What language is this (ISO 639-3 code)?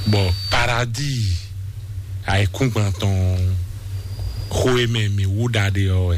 fon